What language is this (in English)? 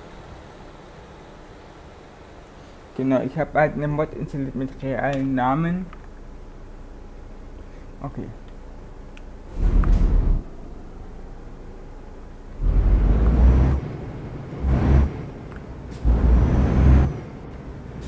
German